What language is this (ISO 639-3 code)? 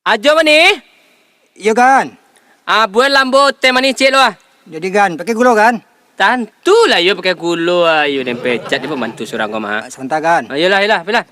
min